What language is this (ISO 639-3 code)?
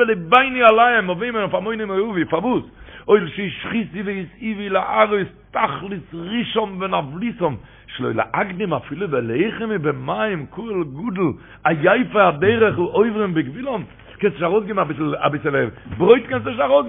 yid